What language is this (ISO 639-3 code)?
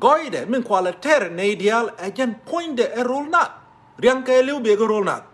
nus